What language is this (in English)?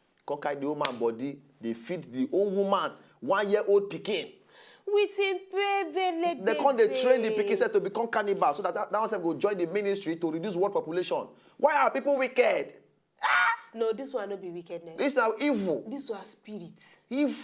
Nigerian Pidgin